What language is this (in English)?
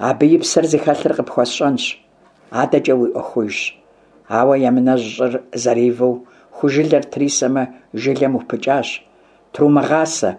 Kabardian